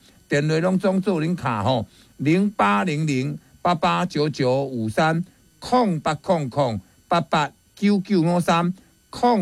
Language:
Min Nan Chinese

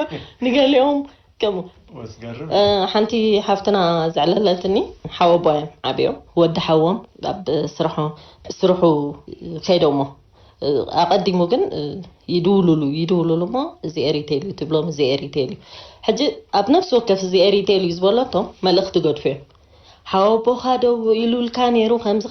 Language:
Tigrinya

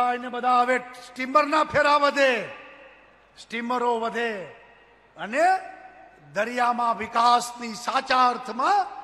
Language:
Gujarati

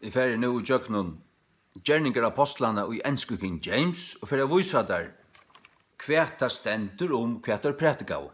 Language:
Faroese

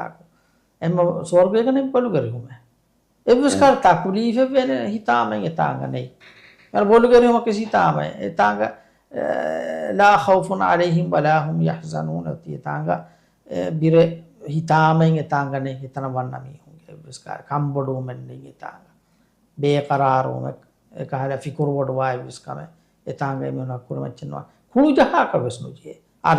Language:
Divehi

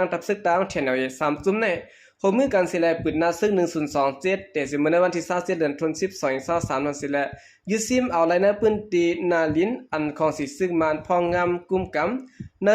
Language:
Shan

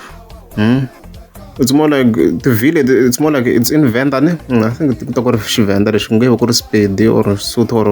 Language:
Tsonga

